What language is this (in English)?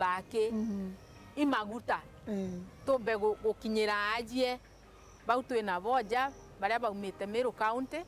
Meru